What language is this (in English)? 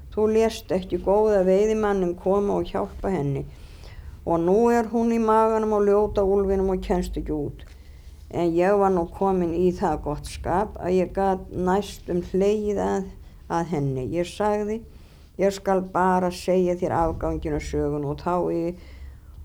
Icelandic